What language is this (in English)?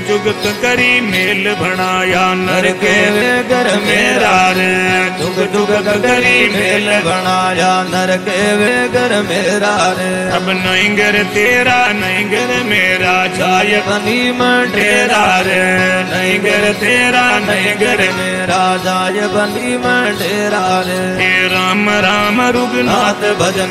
Hindi